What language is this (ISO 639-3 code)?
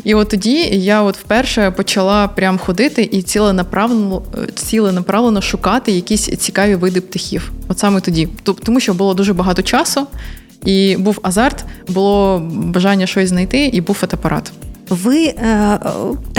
ukr